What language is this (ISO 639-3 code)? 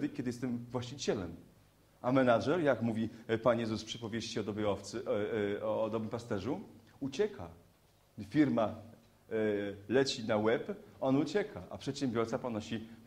pol